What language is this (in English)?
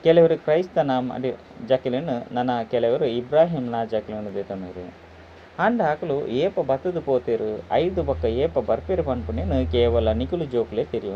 Tulu